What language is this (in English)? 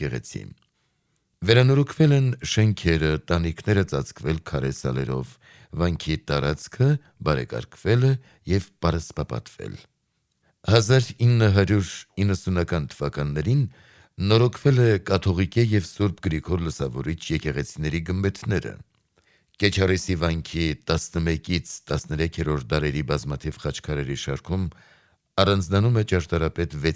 Armenian